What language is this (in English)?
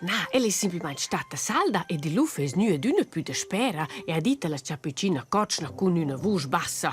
Romansh